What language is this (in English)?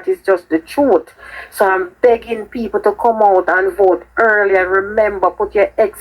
Jamaican Creole English